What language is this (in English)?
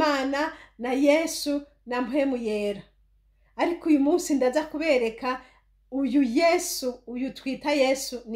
Rundi